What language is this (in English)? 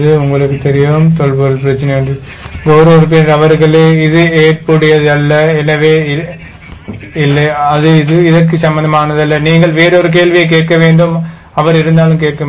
Tamil